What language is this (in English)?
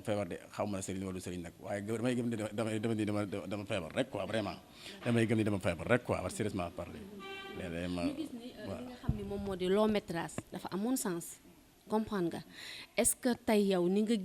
Wolof